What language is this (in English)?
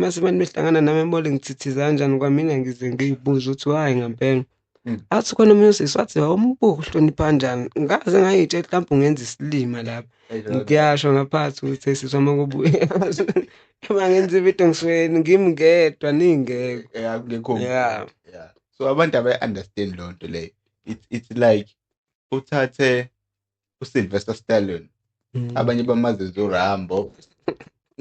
Zulu